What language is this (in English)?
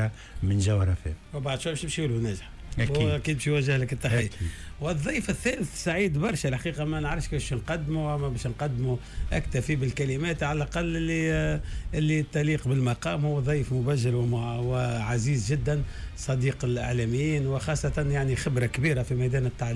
Tunisian Arabic